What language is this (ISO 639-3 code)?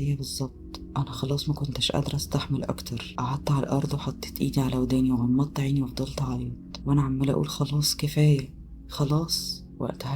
arz